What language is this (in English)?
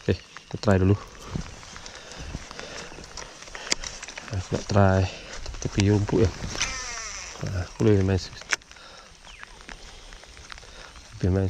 Malay